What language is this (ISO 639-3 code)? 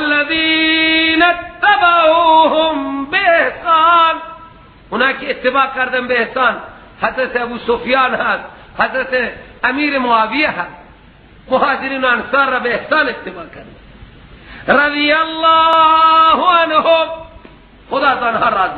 fas